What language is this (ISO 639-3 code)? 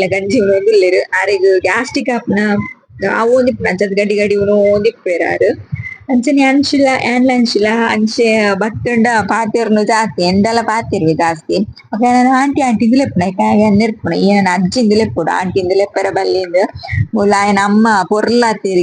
tcy